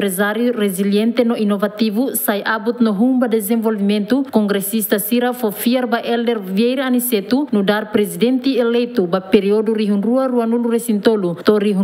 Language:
Tetum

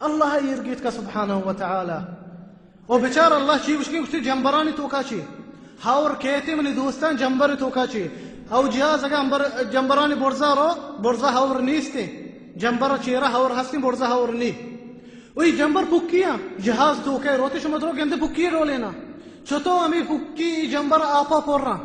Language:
Baluchi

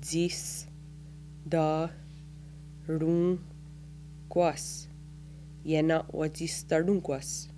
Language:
Mohawk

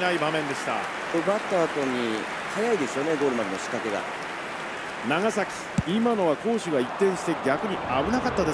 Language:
Japanese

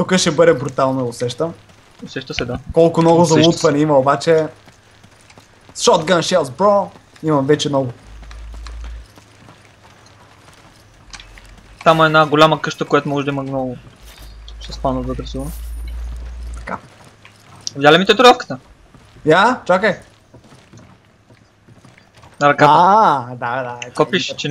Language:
Bulgarian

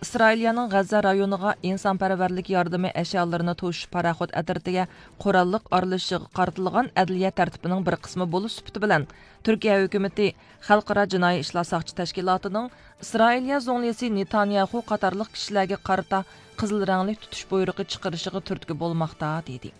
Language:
Uyghur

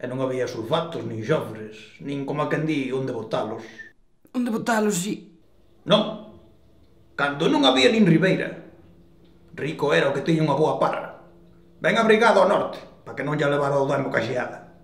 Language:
Galician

